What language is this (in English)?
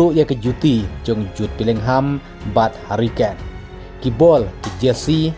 Khasi